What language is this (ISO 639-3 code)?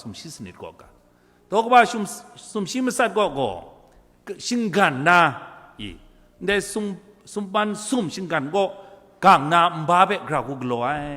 kac